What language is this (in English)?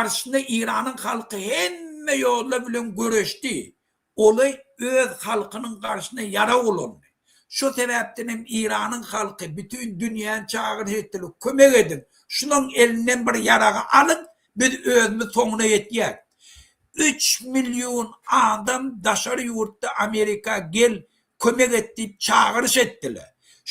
Turkmen